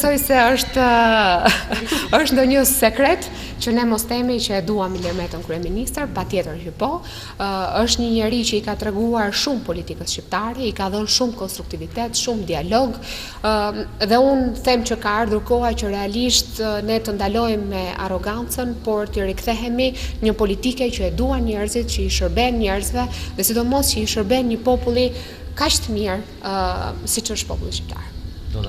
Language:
Albanian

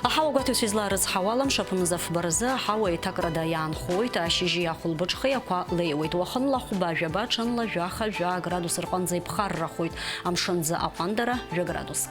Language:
Abkhazian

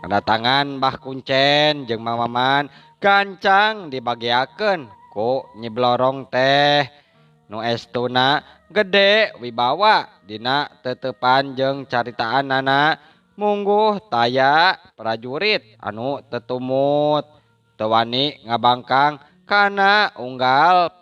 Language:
Sundanese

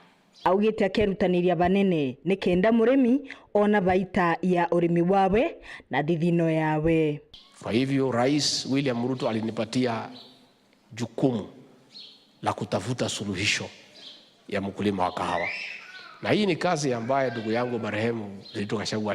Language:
Meru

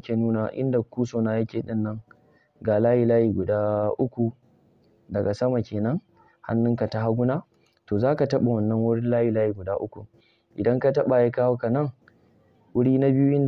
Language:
Hausa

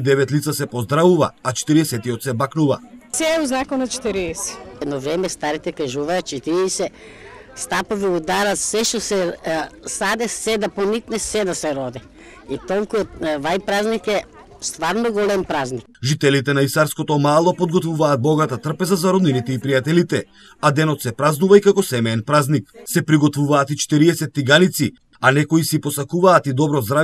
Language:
Macedonian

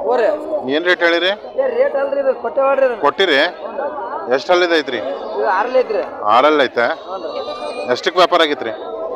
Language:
Kannada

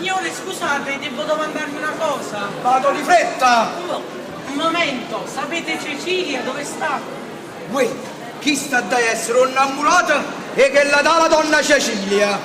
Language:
Neapolitan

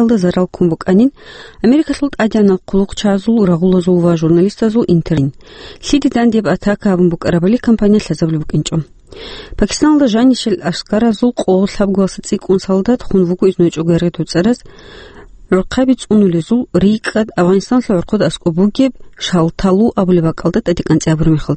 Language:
Avaric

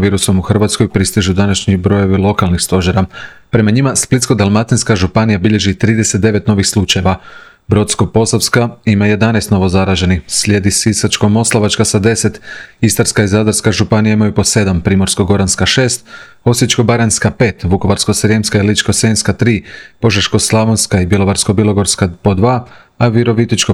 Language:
Croatian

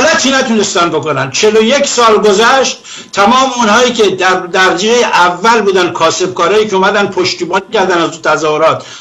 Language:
Persian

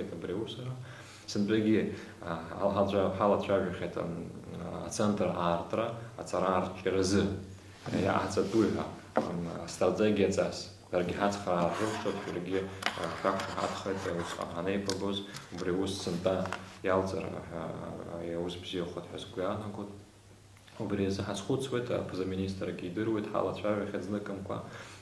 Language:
Abkhazian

